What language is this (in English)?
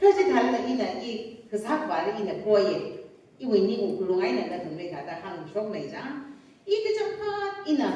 Tangkhul Naga (India)